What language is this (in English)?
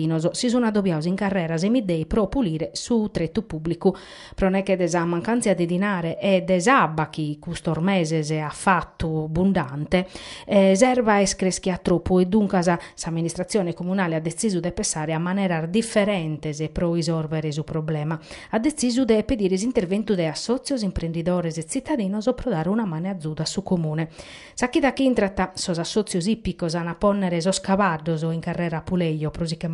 Sardinian